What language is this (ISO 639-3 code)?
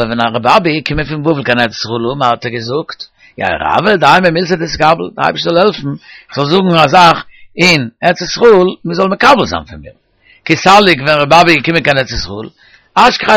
yid